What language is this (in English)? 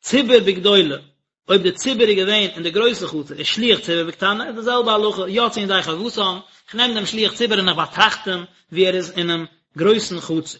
Yiddish